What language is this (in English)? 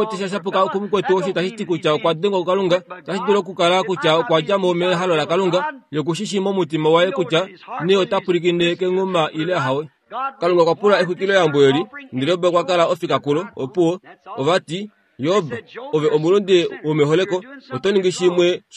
Kuanyama